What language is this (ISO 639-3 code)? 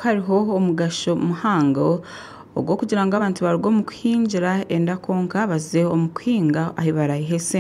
nyn